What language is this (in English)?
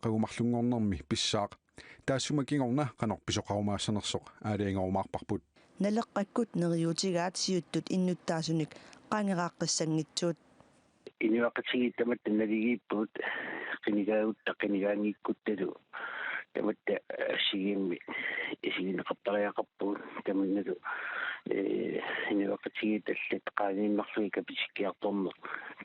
Kalaallisut